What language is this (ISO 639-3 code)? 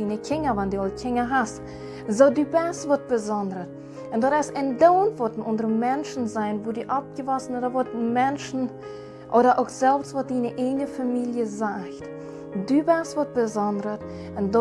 pdt